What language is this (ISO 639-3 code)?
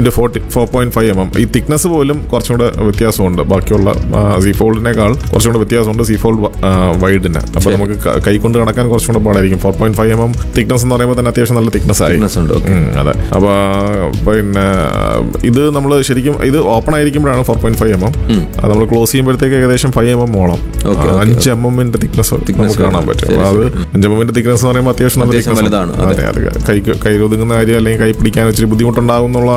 mal